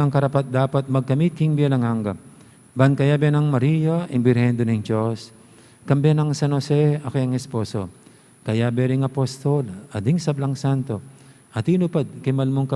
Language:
Pampanga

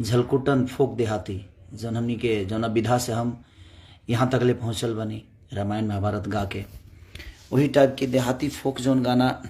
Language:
Bhojpuri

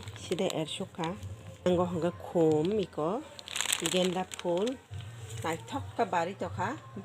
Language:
Kok Borok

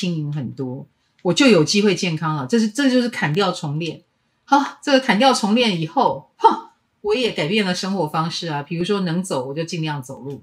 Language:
Chinese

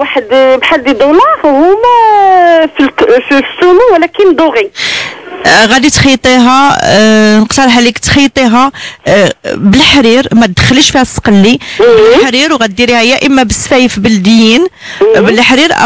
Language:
Moroccan Arabic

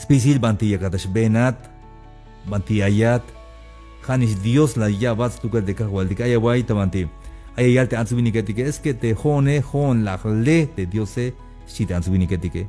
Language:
Tzeltal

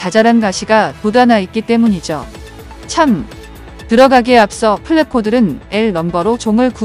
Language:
Korean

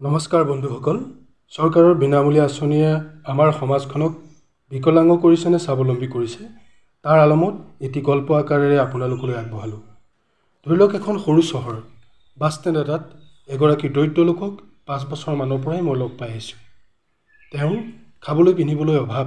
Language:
Assamese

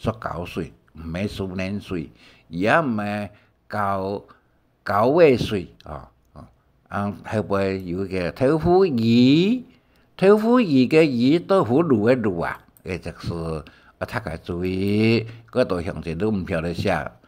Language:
Hakka Chinese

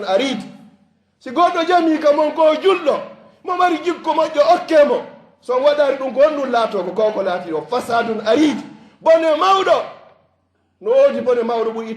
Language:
Fula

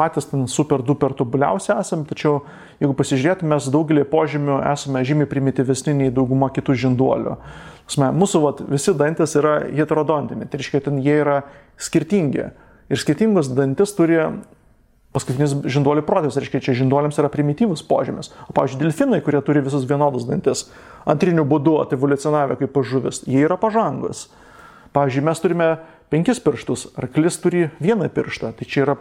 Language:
Lithuanian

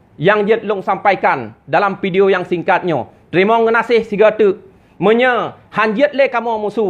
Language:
Achinese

